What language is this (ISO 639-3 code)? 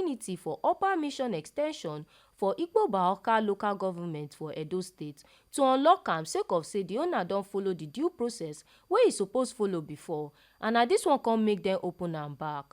pcm